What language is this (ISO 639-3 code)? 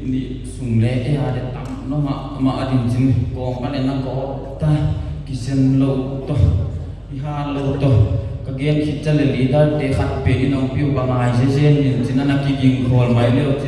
pck